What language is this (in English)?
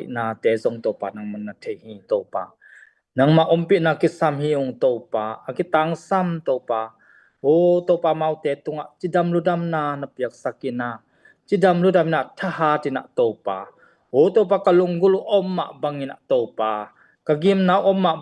Tedim Chin